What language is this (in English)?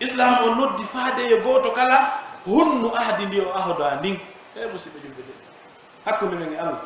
Pular